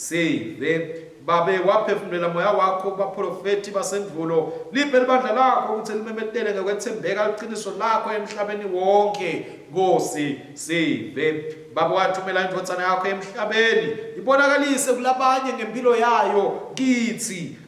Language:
Swati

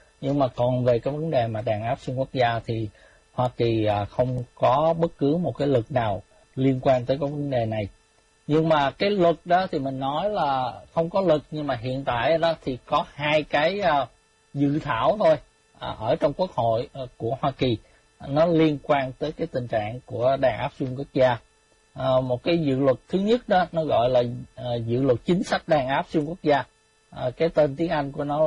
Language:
Vietnamese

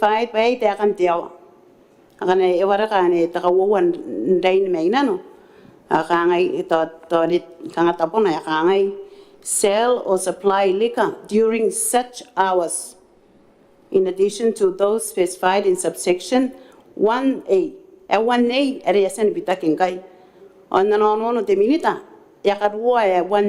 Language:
Gilbertese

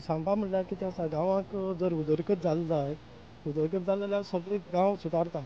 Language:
Konkani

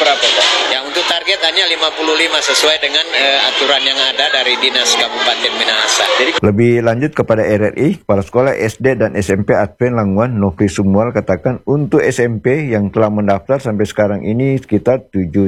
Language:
Indonesian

